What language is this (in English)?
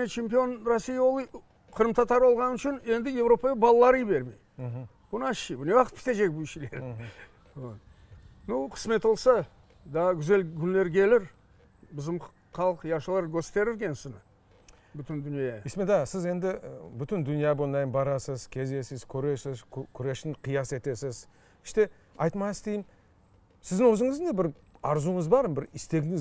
Crimean Tatar